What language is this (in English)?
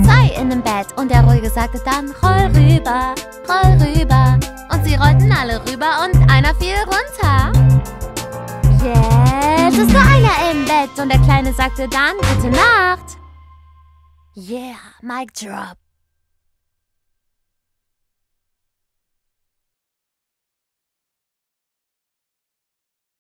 German